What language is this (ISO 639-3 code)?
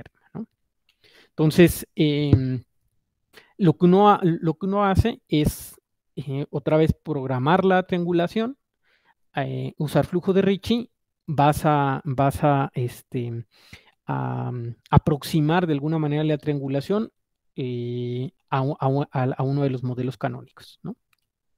spa